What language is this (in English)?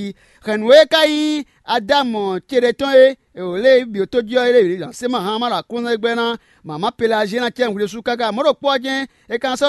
Fon